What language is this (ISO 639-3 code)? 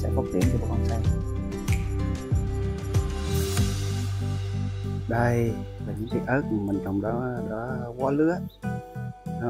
vie